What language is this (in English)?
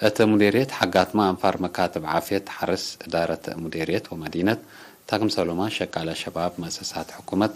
Tigre